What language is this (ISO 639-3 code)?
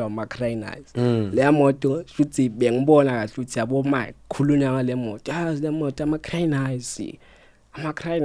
zul